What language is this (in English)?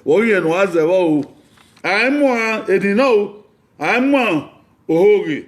Bini